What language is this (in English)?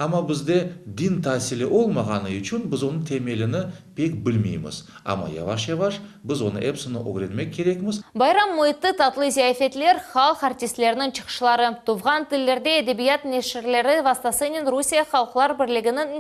Crimean Tatar